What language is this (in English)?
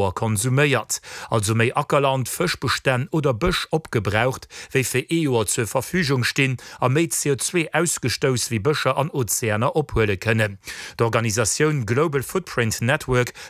Luxembourgish